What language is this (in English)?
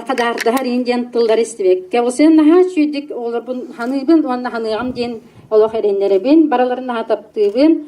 Yakut